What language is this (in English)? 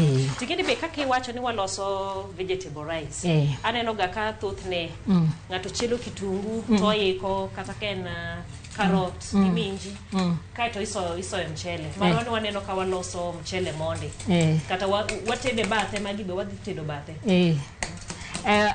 Luo (Kenya and Tanzania)